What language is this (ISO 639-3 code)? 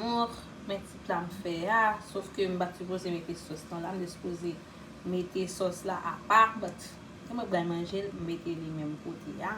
hat